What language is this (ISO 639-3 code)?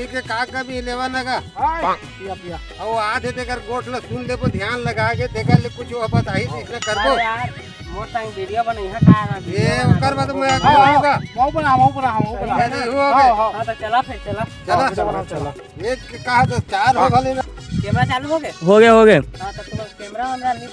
hne